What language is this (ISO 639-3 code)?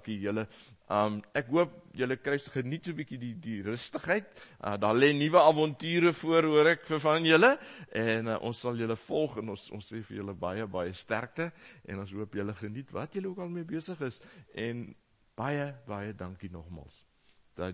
afr